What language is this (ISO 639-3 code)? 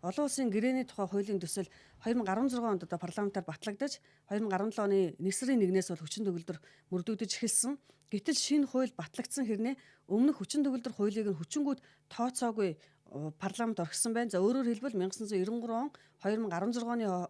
mon